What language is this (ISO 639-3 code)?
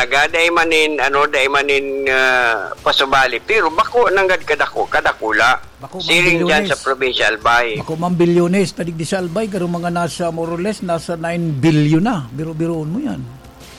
bik